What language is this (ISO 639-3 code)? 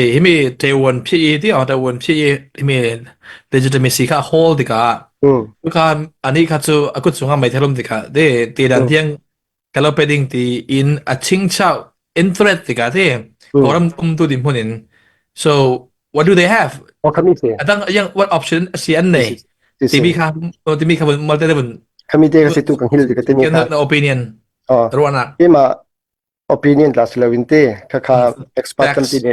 cfm